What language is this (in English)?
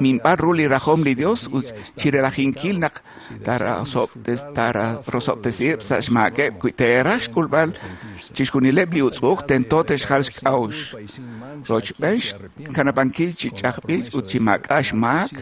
Kekchí